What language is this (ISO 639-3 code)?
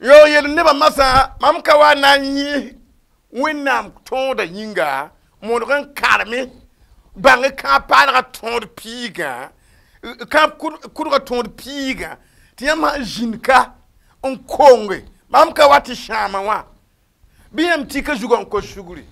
mos